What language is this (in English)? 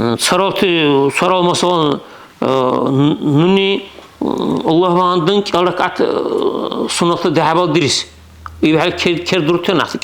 Dargwa